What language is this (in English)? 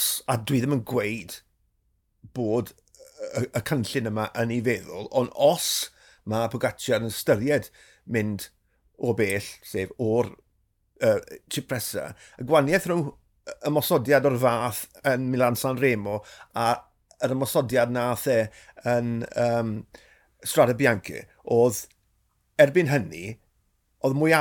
Welsh